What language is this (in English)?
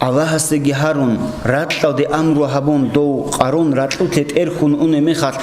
Avaric